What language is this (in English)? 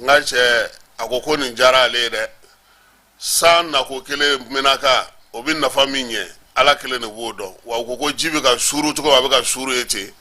Bambara